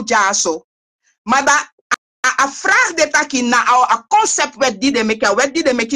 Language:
Sranan Tongo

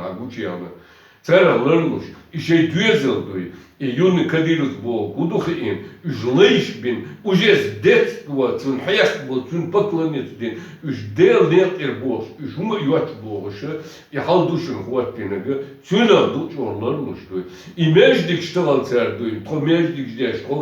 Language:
Chechen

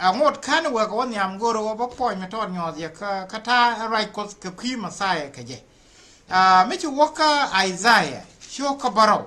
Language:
Nuer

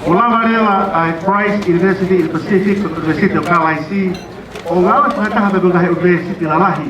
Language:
Tongan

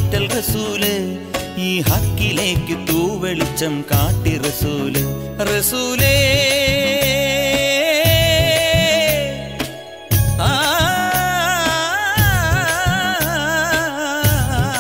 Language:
Malayalam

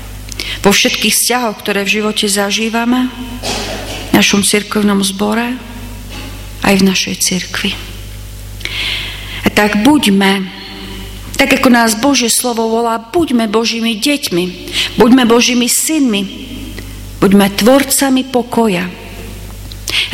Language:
Slovak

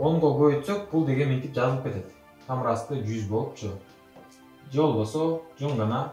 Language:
Kyrgyz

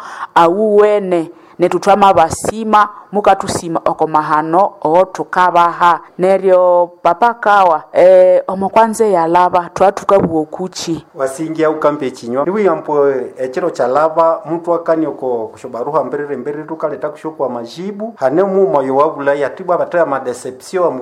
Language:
Nande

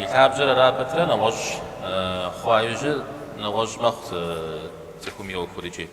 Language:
Kabardian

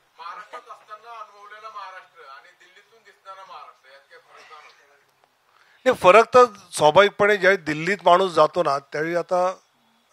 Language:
Marathi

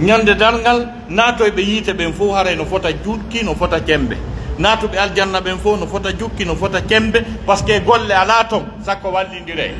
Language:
Pular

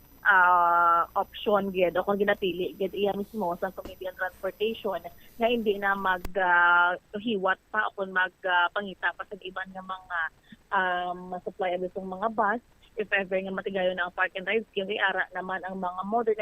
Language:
Hiligaynon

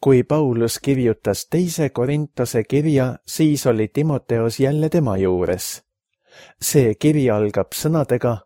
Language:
Estonian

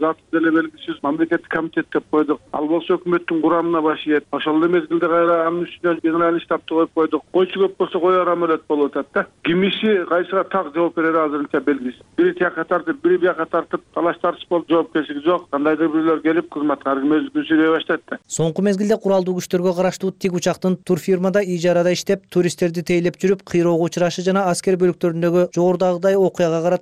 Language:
Kyrgyz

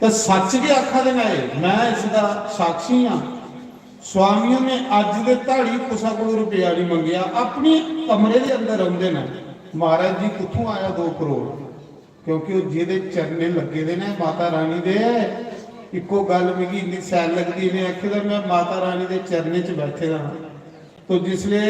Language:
Dogri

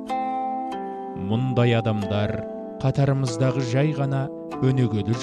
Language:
Kazakh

